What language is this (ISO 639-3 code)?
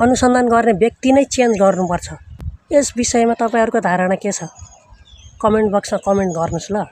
nep